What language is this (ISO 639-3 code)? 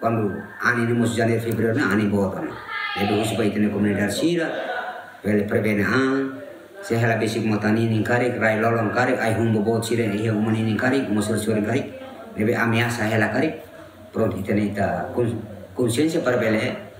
tet